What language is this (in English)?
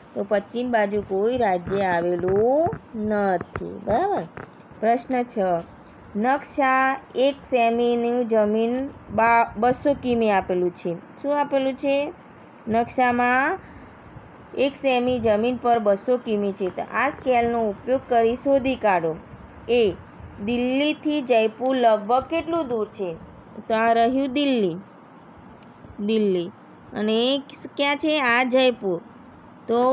Gujarati